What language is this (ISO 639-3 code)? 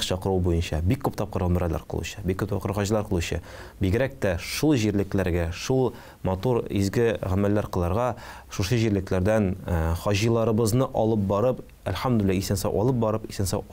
tat